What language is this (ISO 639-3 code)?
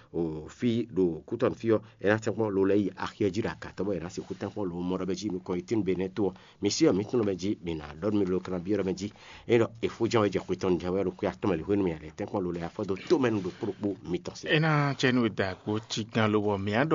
fon